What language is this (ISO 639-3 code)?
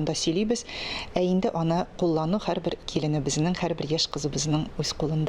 tat